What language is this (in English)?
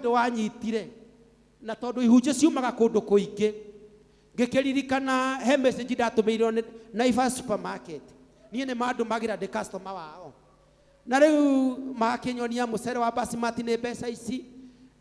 Kikuyu